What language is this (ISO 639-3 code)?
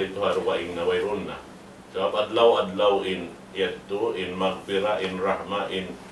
tsg